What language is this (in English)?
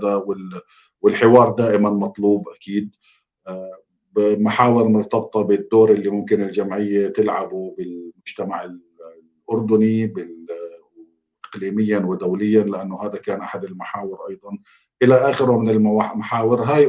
North Levantine Arabic